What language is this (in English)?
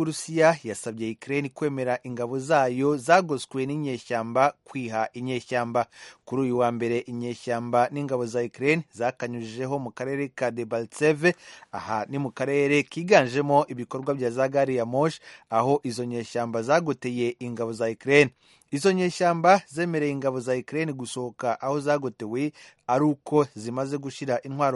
Kinyarwanda